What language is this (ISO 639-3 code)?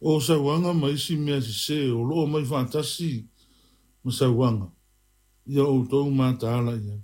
smo